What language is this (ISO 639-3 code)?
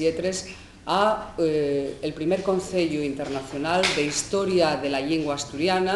ast